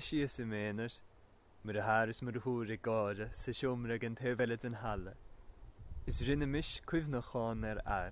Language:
Irish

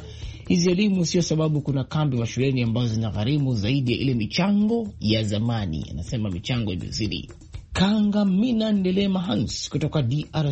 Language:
Swahili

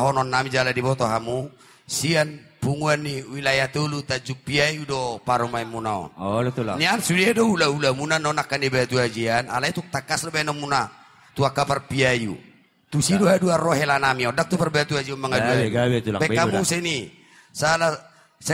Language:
Batak Toba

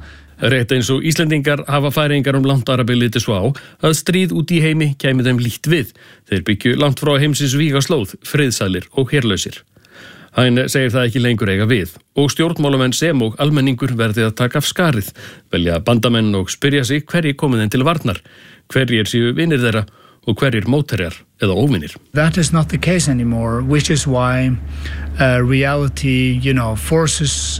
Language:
Icelandic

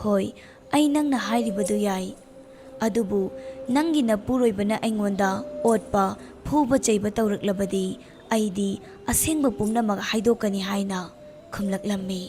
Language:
Manipuri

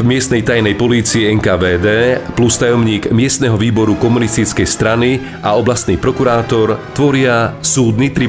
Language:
Slovak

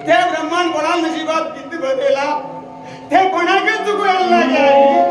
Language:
Konkani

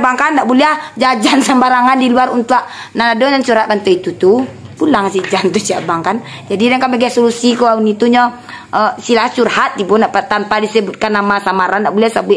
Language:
Minangkabau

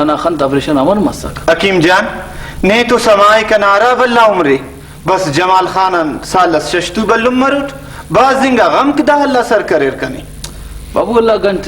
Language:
Brahui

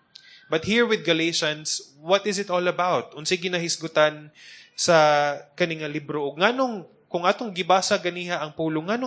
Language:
Cebuano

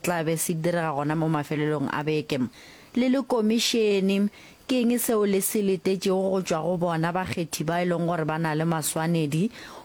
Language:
Northern Sotho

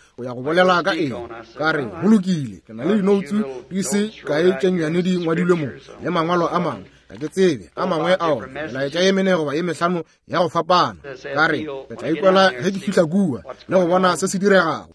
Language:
Northern Sotho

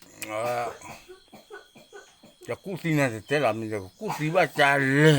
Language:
S'gaw Karen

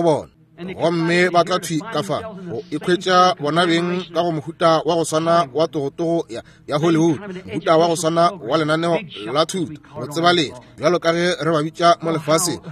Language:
Northern Sotho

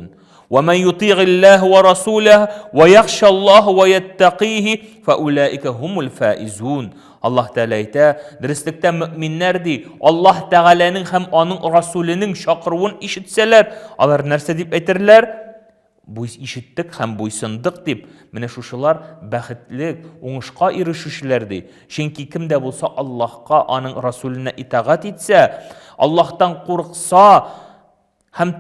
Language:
Tatar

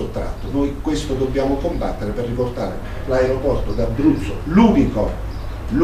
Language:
Italian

